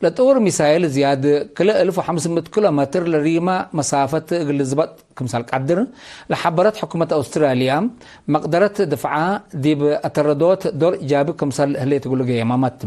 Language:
Tigre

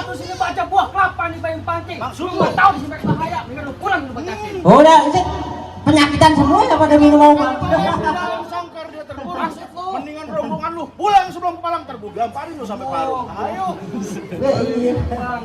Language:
Betawi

